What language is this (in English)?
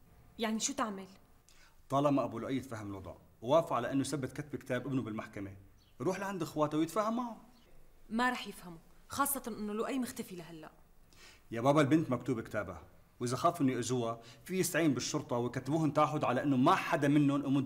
North Levantine Arabic